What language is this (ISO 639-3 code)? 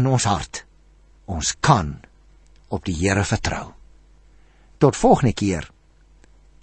afr